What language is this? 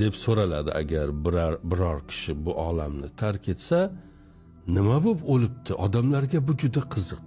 Uzbek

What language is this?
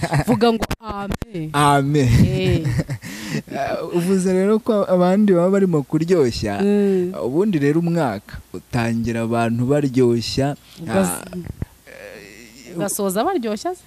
Kinyarwanda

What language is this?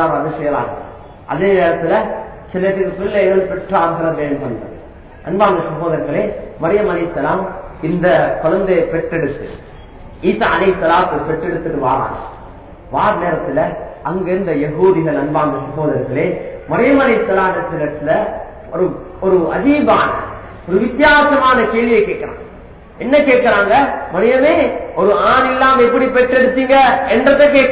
Tamil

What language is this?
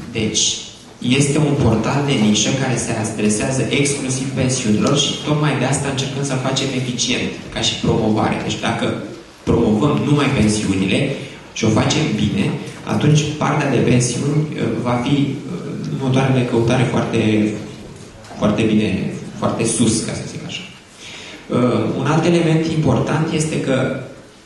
Romanian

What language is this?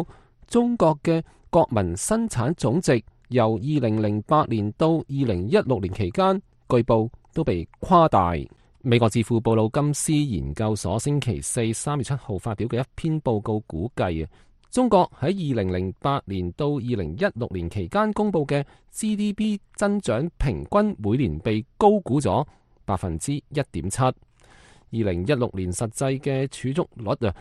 Cantonese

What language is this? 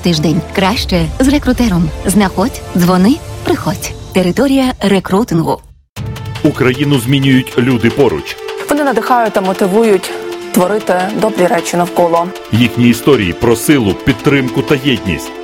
Ukrainian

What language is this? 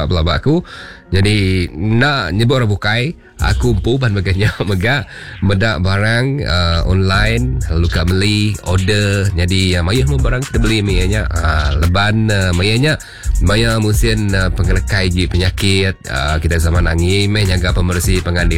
Iban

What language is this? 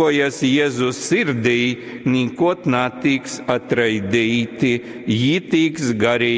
Latgalian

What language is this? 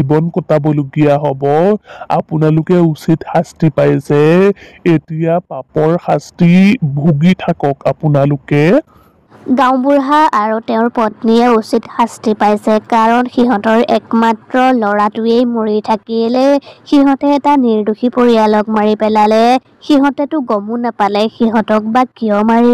Assamese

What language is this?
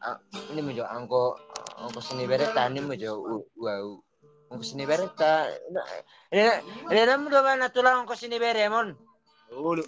Batak Toba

